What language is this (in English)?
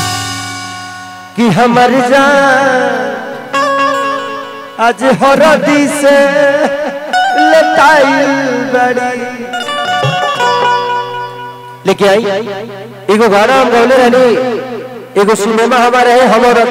Bhojpuri